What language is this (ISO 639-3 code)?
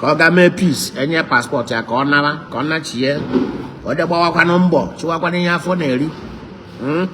ibo